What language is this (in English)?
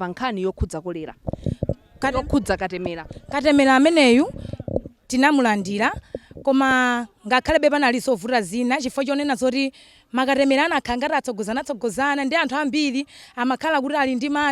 Nyanja